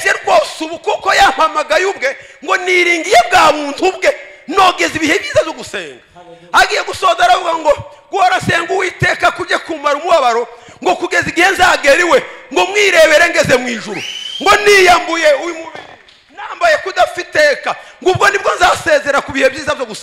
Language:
Kinyarwanda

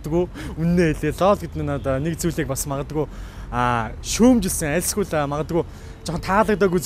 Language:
Mongolian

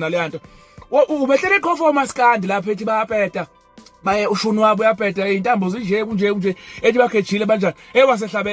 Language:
Zulu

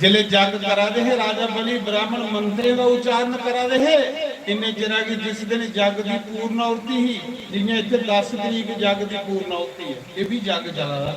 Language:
Dogri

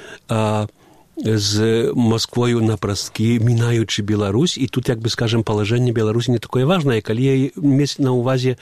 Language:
Belarusian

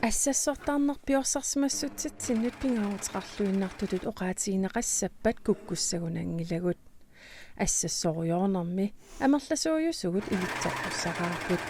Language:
Kalaallisut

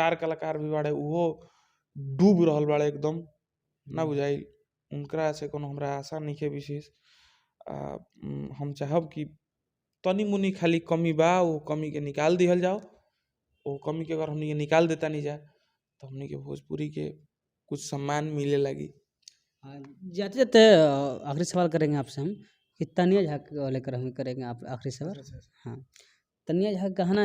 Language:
Bhojpuri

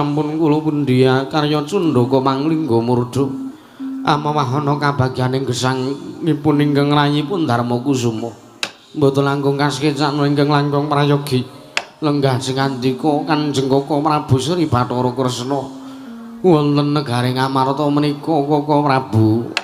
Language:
Javanese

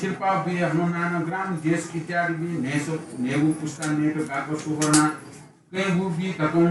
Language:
Newari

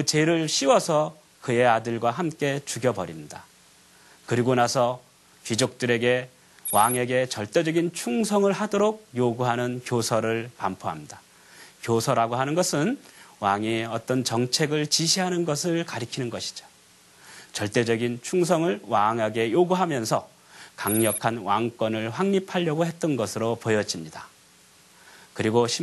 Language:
Korean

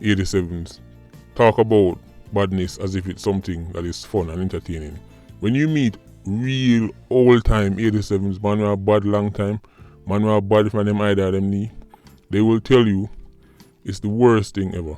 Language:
Jamaican Creole English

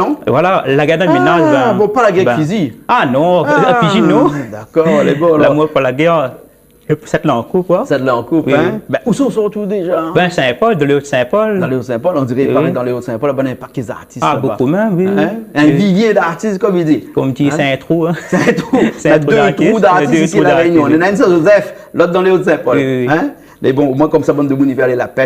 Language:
Réunion Creole French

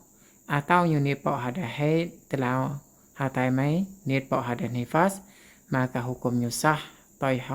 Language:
Achinese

